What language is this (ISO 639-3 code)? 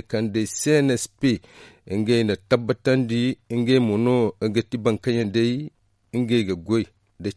dje